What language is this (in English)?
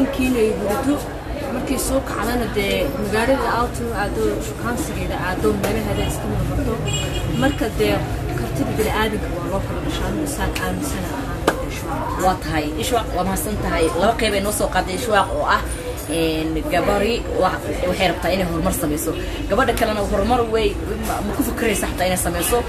Somali